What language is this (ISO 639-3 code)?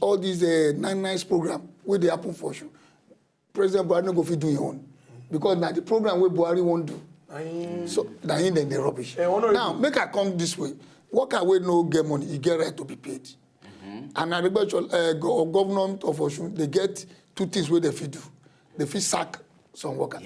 pcm